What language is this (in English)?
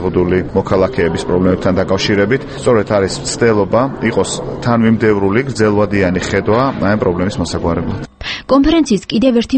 Georgian